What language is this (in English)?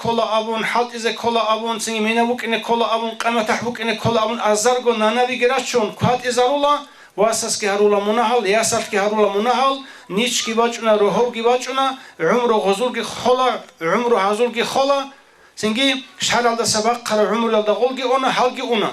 Avaric